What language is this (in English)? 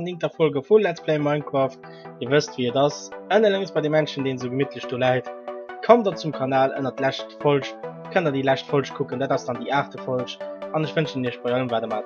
Luxembourgish